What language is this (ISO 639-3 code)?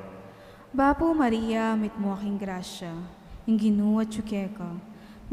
pam